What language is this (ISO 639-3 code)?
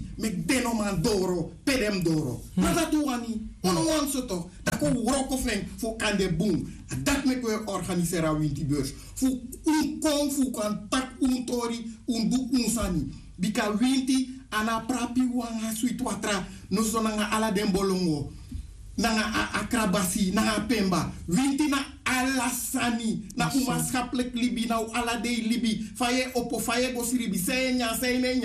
srn